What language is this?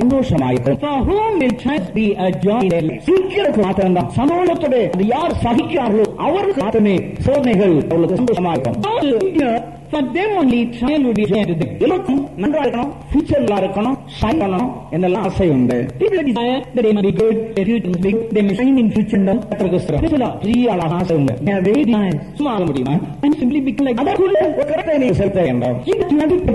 Tamil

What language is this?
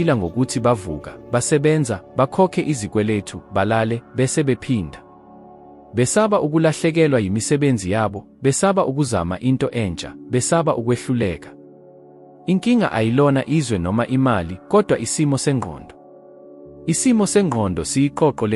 Zulu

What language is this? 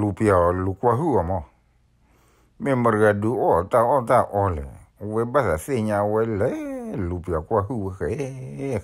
S'gaw Karen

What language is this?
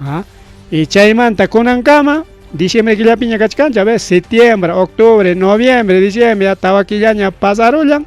Ayacucho Quechua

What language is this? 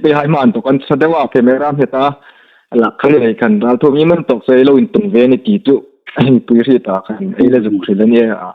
Hmar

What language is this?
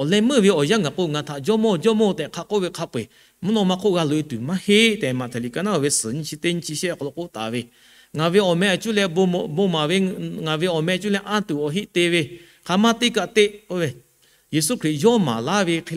Lahu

